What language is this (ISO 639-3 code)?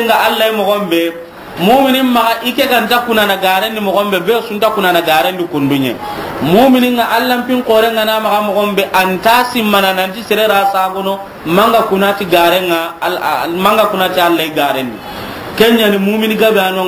snk